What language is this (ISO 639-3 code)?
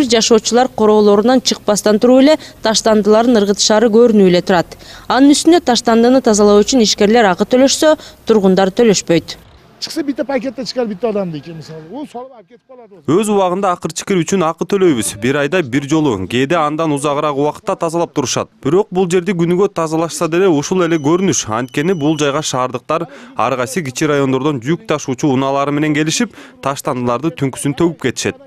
kir